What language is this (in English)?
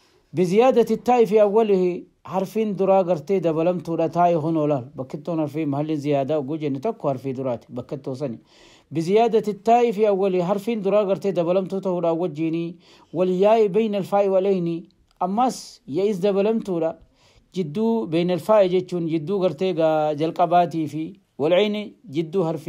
Oromo